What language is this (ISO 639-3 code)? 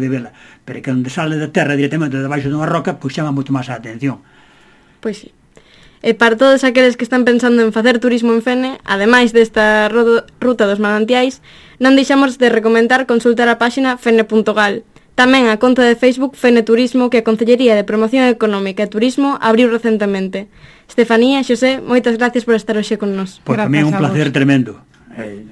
glg